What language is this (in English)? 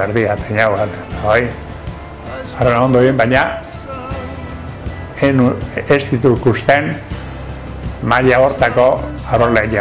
Basque